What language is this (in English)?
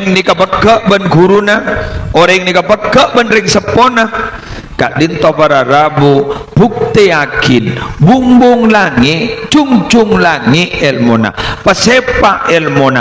Madurese